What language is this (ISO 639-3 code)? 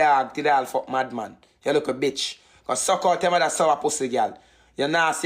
jam